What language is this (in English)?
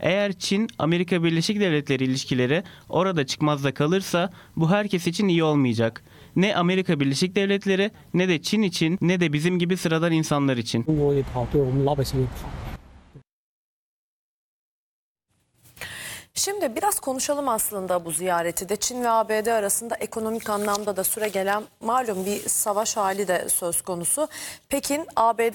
Turkish